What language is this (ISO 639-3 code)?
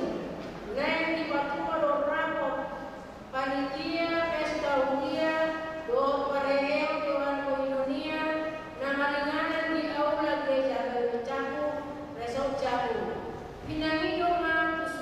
bbc